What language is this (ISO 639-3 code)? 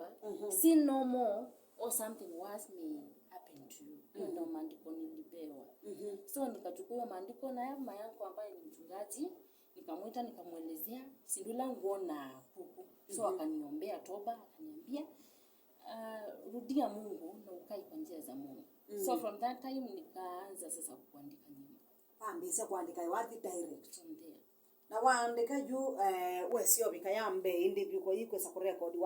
kam